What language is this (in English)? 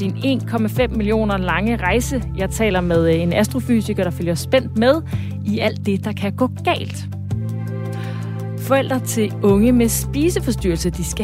Danish